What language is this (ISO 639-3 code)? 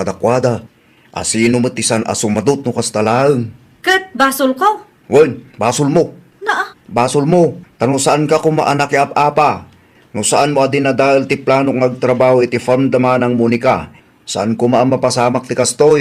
ilo